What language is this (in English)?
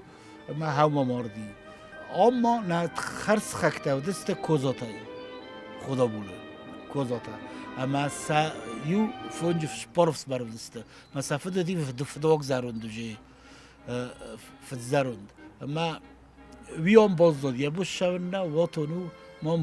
Ossetic